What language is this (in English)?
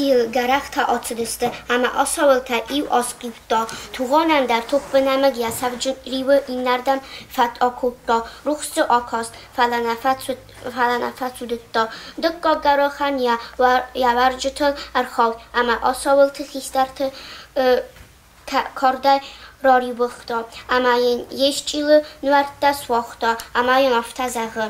Ossetic